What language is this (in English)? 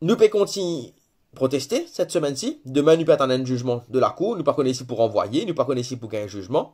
Morisyen